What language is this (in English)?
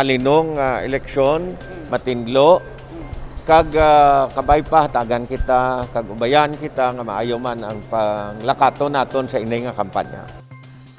Hiligaynon